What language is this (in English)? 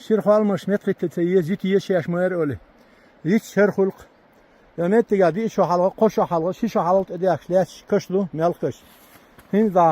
Chechen